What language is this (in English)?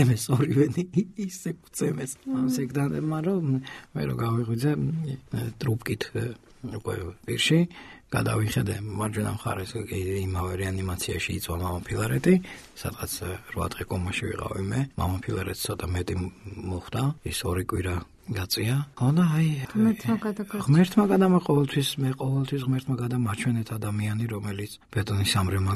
Georgian